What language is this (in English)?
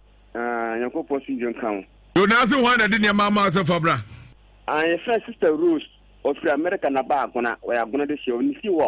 Akan